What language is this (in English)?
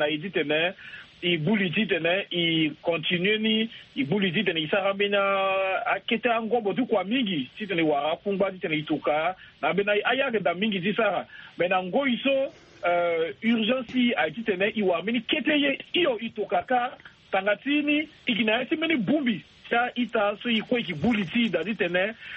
Sango